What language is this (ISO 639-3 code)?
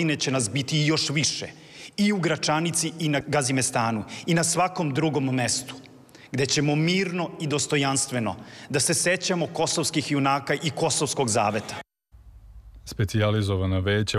srp